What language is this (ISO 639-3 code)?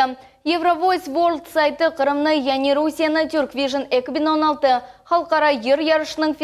crh